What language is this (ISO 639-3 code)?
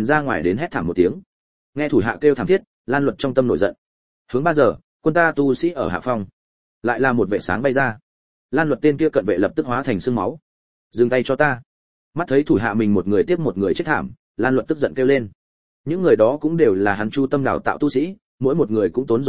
vie